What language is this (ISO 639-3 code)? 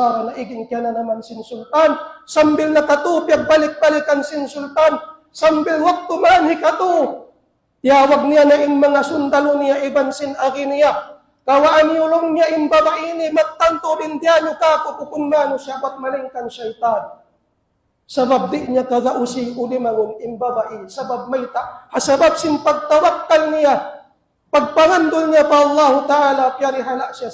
tsg